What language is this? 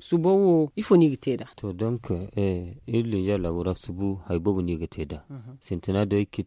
Zarma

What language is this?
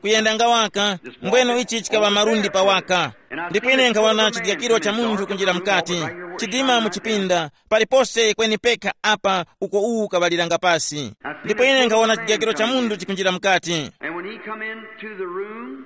Tumbuka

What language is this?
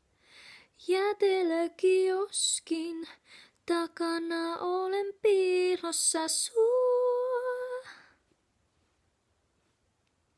Finnish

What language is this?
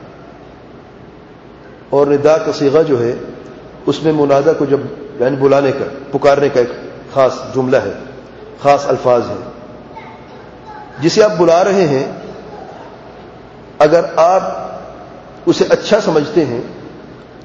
Urdu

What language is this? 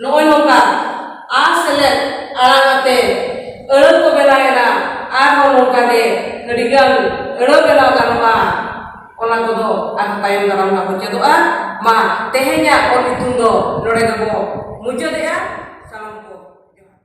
Santali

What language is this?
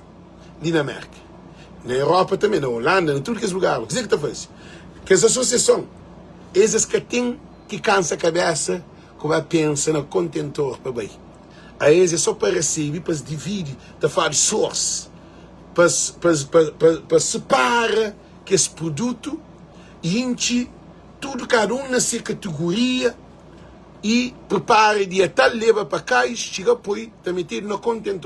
Kabuverdianu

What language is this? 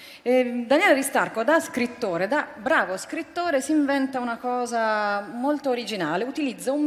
Italian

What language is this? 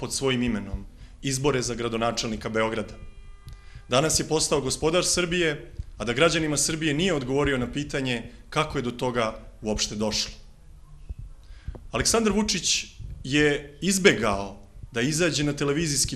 Serbian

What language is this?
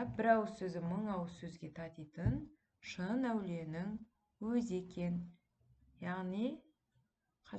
Kazakh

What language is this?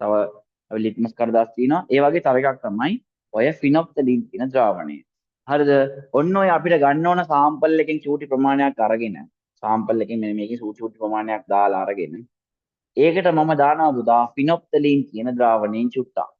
Sinhala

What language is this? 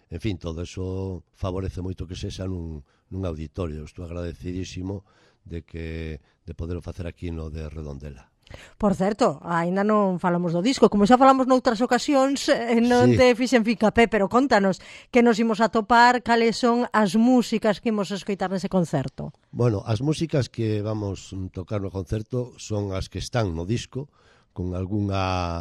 Galician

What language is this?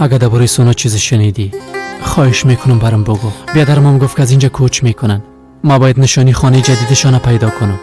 Persian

